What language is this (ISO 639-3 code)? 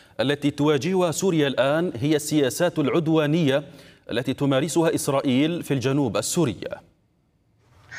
ara